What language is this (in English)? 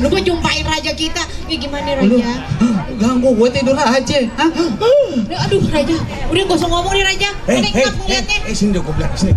Betawi